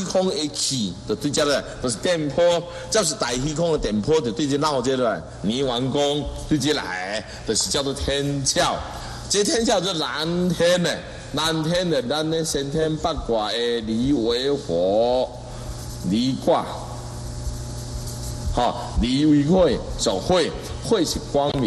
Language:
Chinese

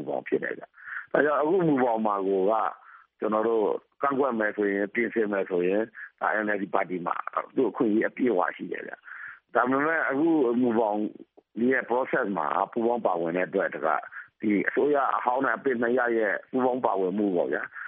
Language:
Burmese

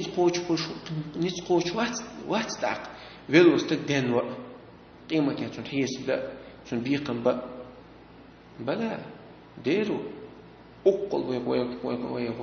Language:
Chechen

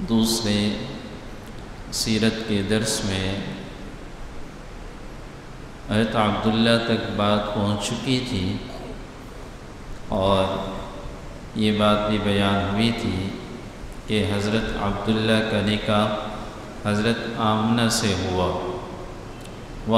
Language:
Urdu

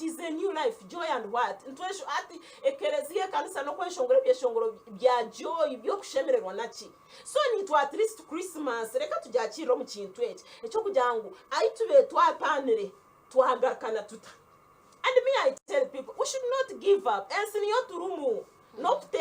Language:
Nyankole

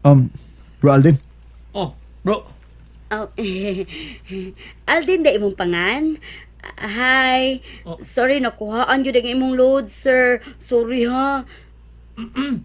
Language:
Cebuano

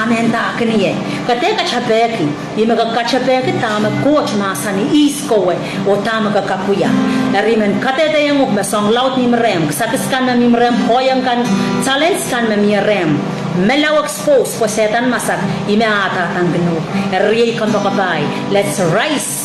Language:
Pohnpeian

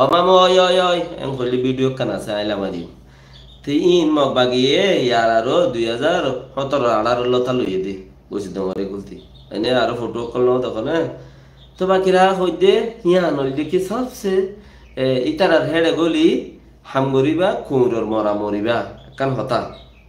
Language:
Rohingya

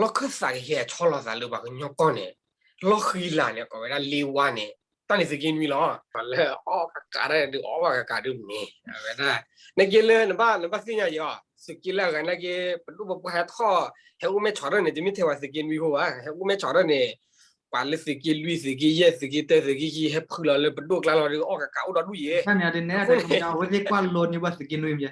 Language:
S'gaw Karen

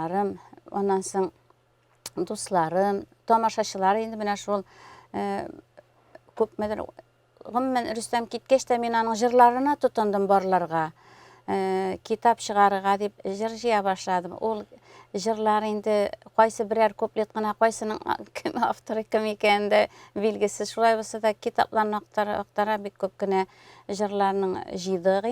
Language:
Tatar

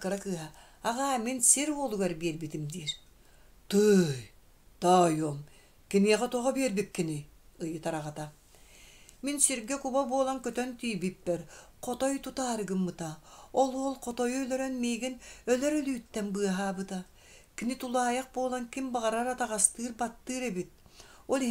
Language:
Yakut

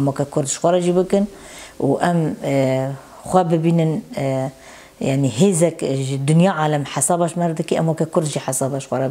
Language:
Kurdish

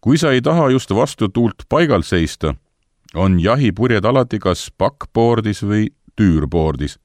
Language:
Estonian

